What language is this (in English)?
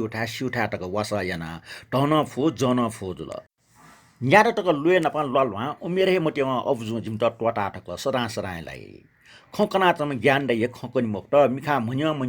Newari